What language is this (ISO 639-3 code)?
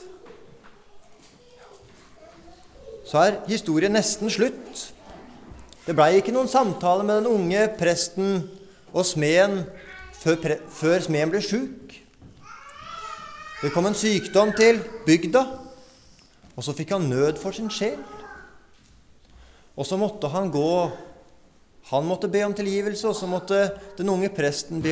nor